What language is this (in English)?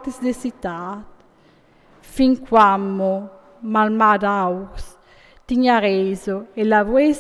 Friulian